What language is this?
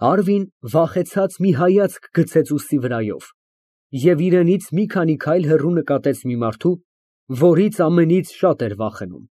Armenian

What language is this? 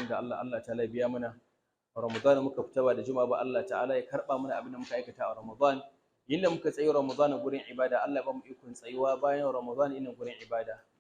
Hausa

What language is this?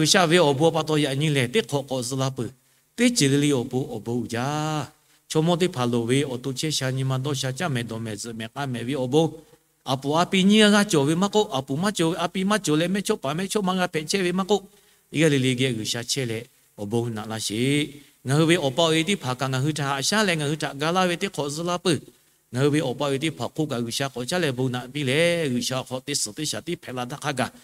Lahu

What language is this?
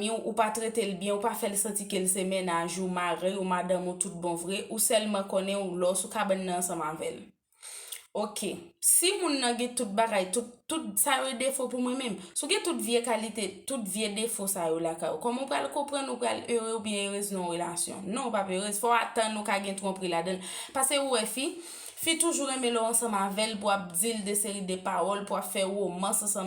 Haitian Creole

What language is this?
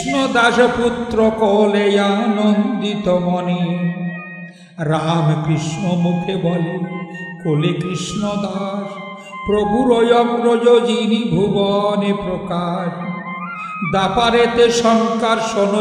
Bangla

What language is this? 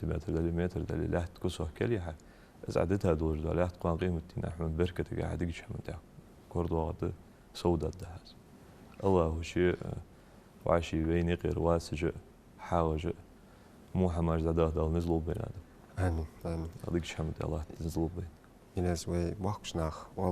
Ingush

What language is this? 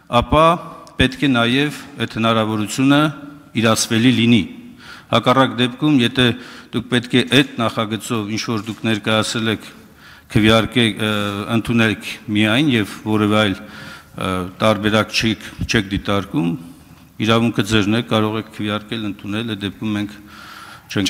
Armenian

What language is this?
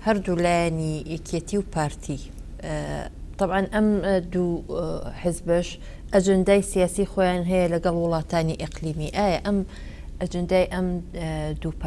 Central Kurdish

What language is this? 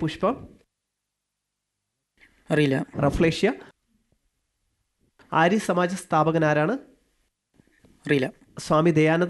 Malayalam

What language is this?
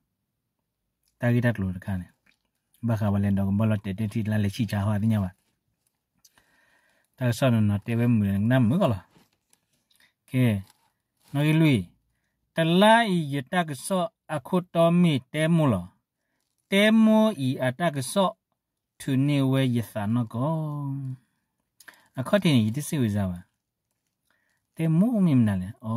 S'gaw Karen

